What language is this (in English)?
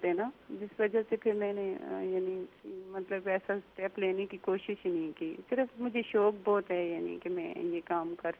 Urdu